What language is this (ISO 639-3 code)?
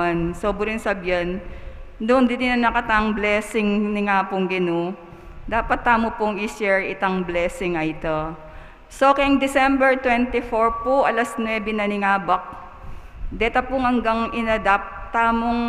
pam